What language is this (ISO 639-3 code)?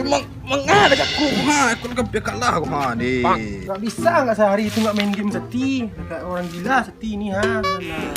min